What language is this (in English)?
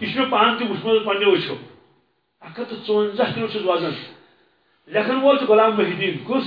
Kashmiri